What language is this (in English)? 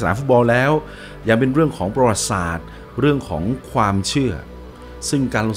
Thai